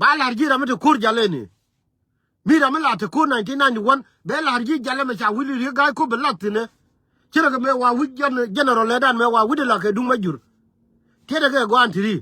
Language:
Nuer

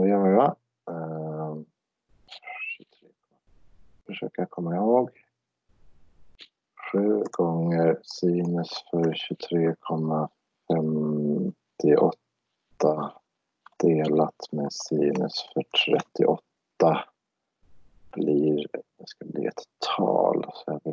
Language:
Swedish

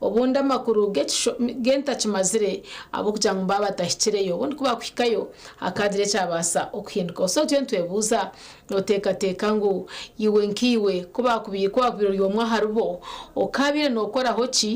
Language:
Nyankole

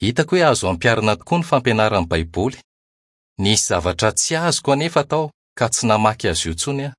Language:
Malagasy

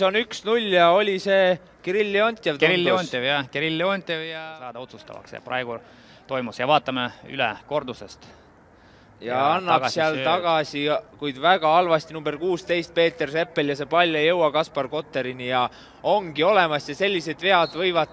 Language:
Estonian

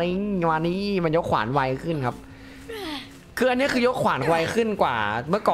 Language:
Thai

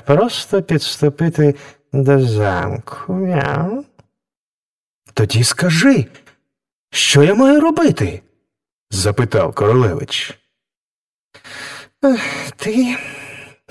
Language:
Ukrainian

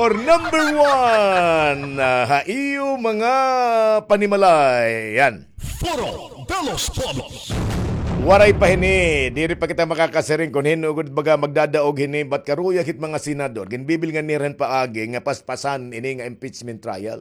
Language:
Waray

